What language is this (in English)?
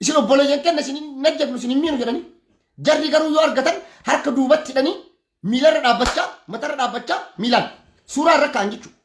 Oromo